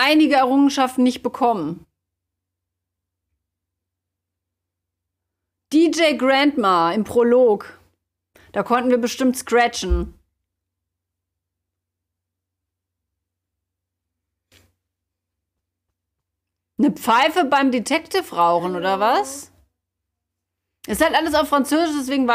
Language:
German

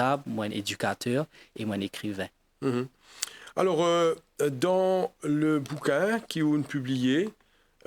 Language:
Morisyen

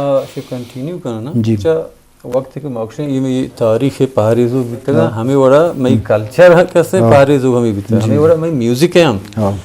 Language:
Eastern Balochi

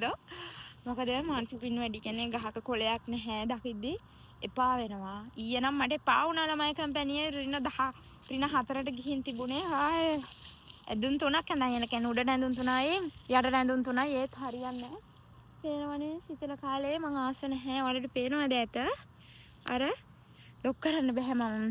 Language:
Sinhala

